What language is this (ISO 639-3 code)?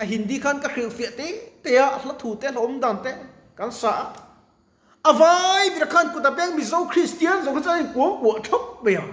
lus